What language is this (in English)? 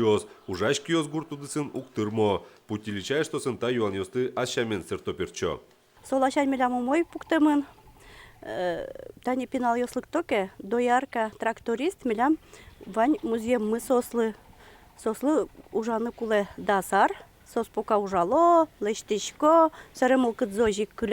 Udmurt